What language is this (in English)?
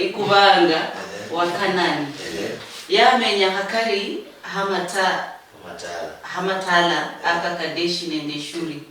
Luyia